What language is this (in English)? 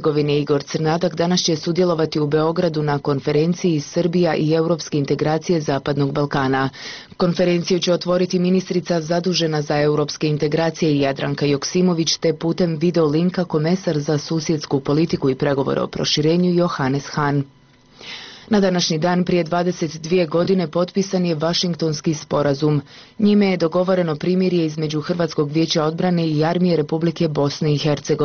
Bosnian